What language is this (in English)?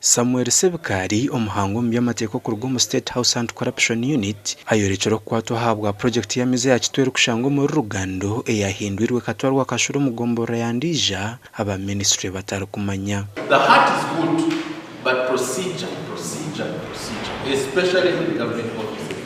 Nyankole